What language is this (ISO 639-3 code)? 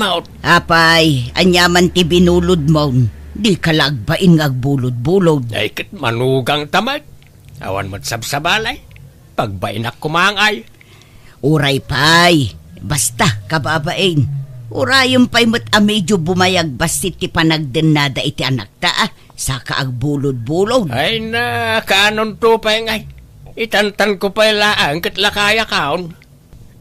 ilo